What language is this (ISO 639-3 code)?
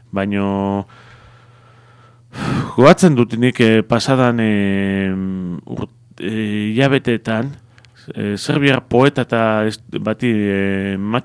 eus